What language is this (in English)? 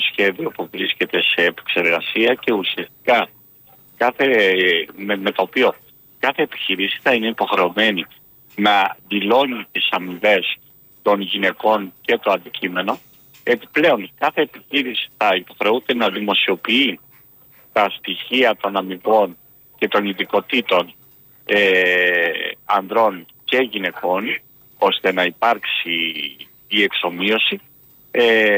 Greek